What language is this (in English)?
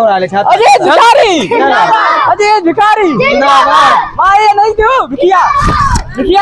Awadhi